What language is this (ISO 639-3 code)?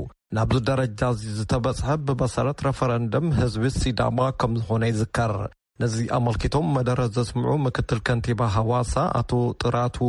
tir